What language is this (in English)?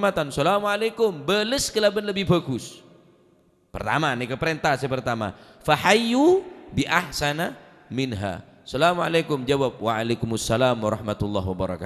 Madurese